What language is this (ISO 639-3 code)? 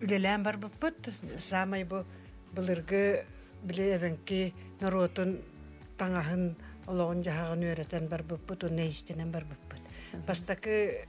sah